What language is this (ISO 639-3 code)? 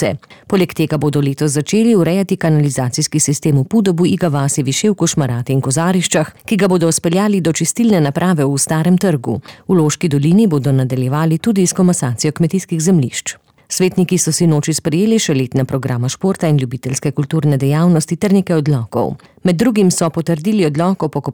slv